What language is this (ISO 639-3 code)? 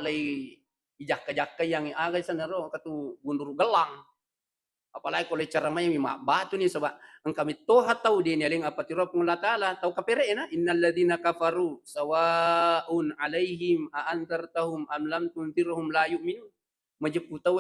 bug